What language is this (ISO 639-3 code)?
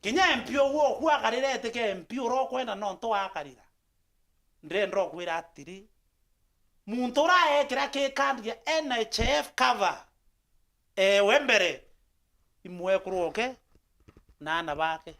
mer